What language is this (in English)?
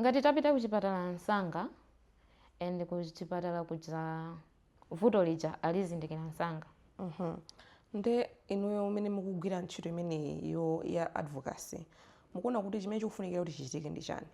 Nyanja